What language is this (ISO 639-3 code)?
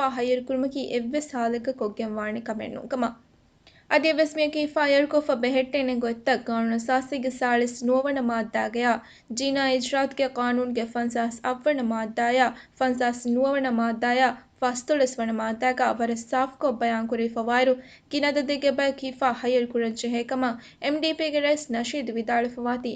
div